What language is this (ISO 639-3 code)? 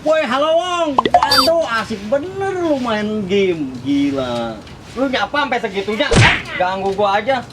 bew